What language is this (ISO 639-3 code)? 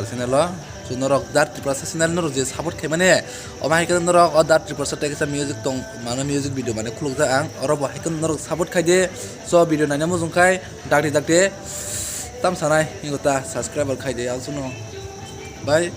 trp